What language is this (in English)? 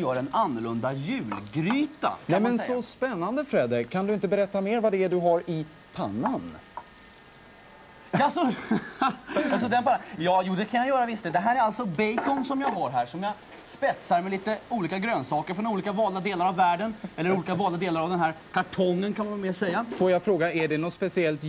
Swedish